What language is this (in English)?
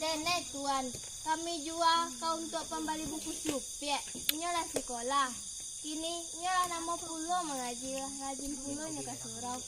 Minangkabau